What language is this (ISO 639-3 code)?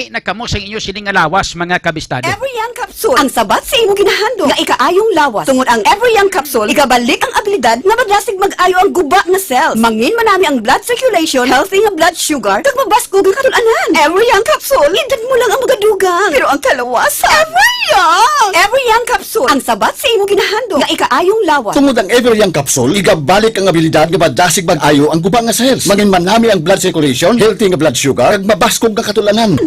hil